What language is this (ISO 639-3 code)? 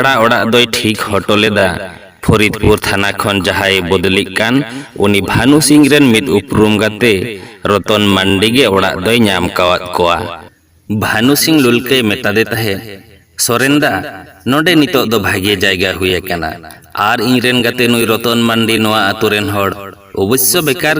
sat